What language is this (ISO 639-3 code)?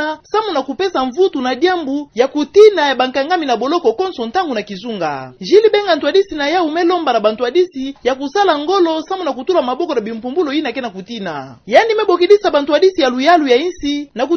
ktu